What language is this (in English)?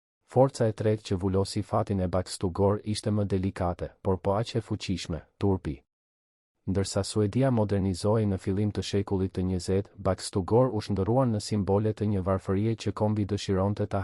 Albanian